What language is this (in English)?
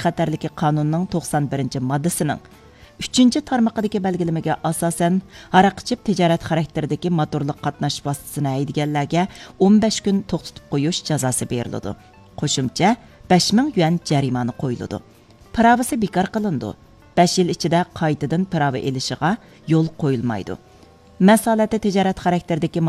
Uyghur